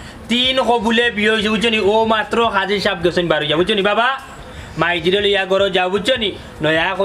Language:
Sylheti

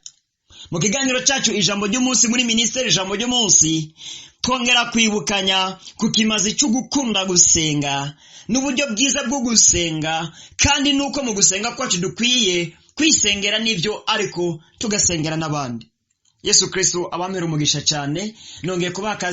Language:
Rundi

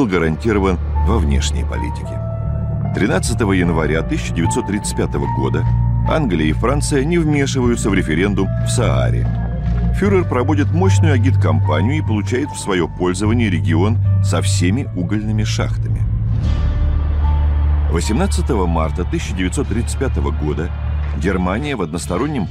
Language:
Russian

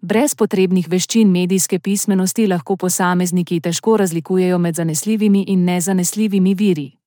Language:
Slovenian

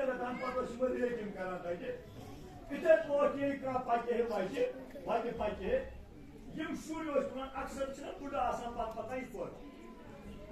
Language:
Kashmiri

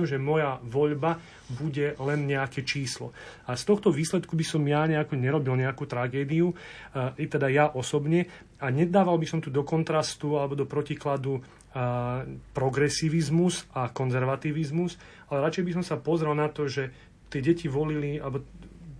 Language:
Slovak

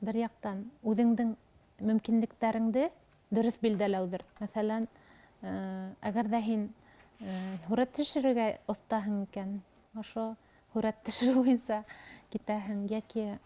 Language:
Bashkir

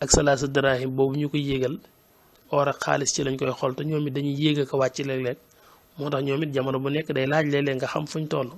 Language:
Wolof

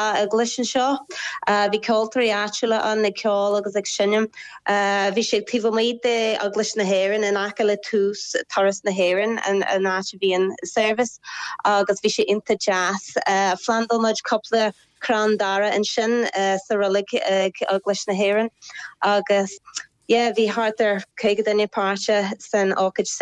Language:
Irish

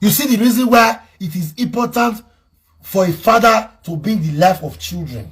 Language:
Nigerian Pidgin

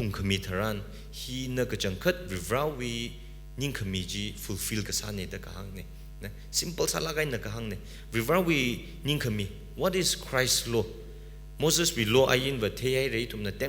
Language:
Tangkhul Naga (India)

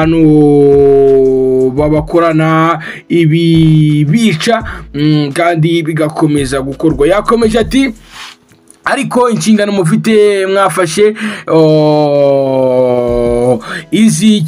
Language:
Kinyarwanda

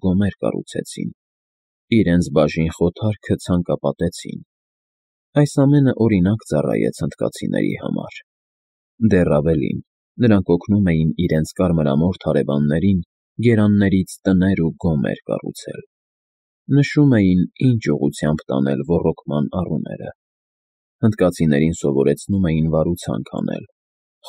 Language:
Armenian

